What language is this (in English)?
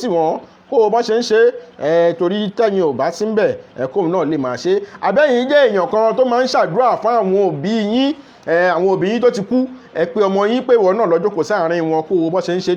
Yoruba